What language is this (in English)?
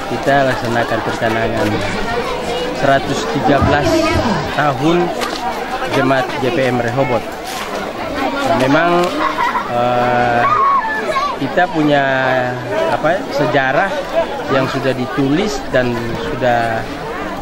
Indonesian